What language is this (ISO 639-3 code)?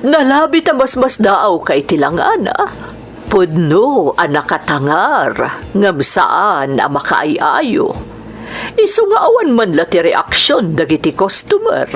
ilo